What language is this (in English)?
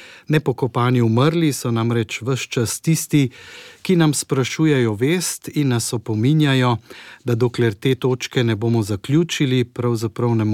Slovenian